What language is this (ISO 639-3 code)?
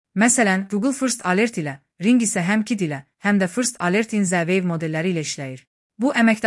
aze